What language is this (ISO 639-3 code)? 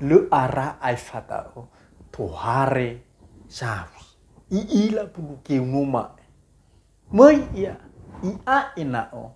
nia